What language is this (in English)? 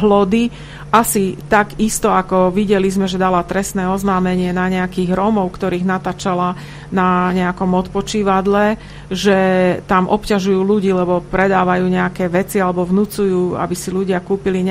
Slovak